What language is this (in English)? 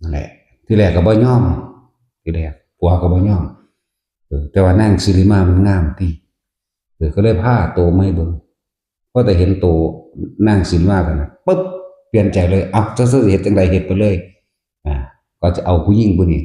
Northeastern Thai